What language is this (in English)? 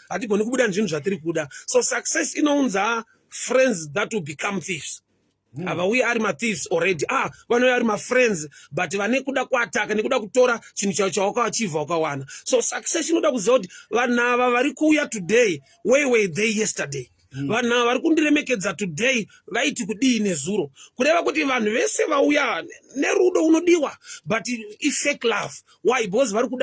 Shona